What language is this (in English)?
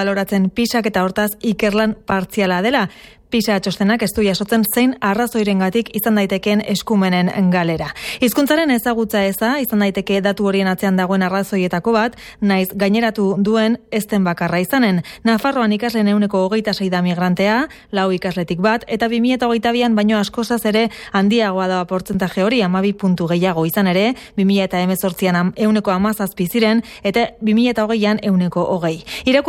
Basque